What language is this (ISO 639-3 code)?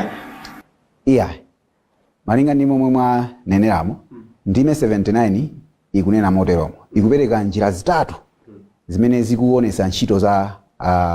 nya